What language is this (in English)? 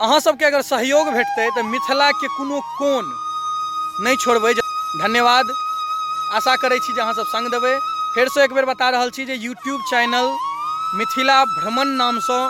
Maithili